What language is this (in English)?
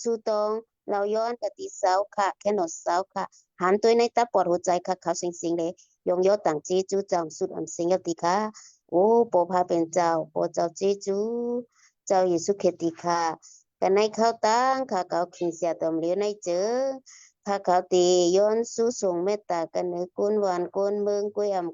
Shan